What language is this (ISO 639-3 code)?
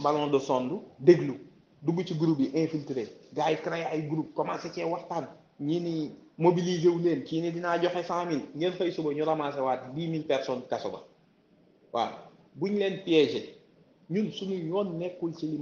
wol